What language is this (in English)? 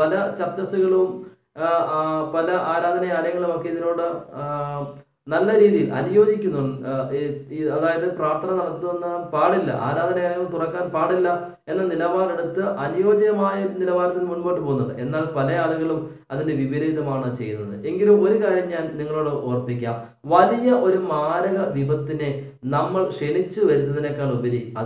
Malayalam